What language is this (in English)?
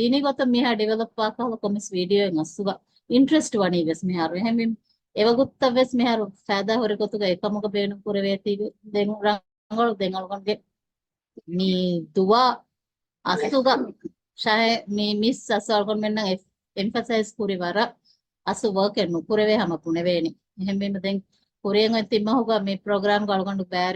Divehi